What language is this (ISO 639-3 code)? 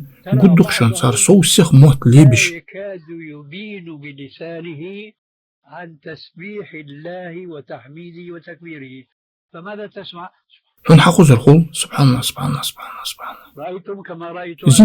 inh